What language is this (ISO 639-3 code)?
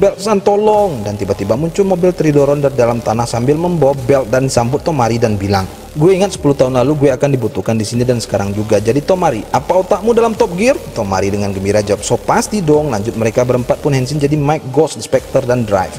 ind